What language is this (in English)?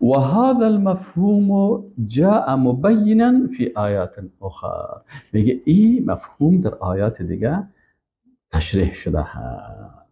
Persian